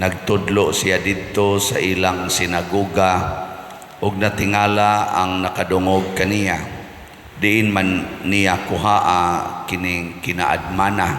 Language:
Cebuano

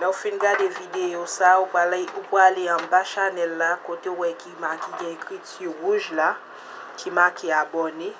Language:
Haitian Creole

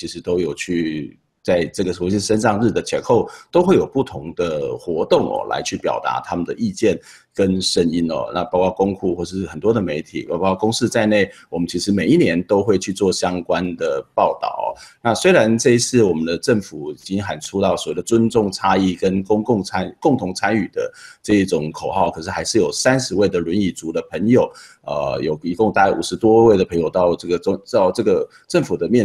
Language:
Chinese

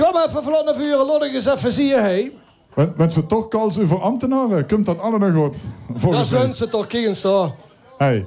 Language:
Limburgish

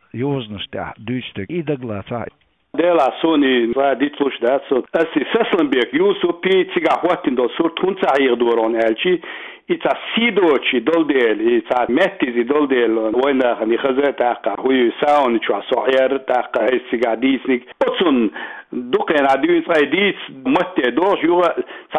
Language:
Chechen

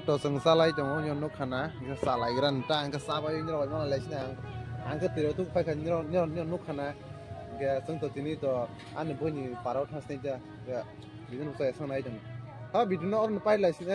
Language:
Kok Borok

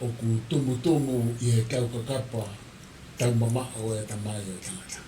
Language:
Tongan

